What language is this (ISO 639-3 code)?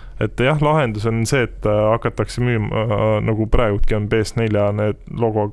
est